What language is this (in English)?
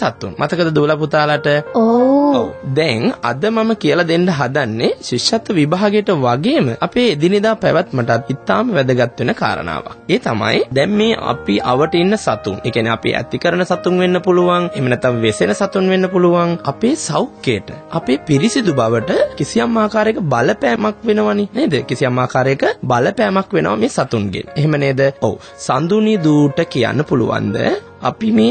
Sinhala